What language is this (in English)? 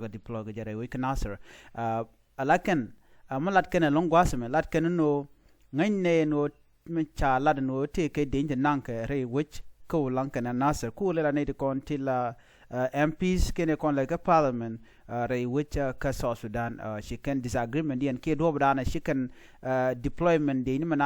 Nuer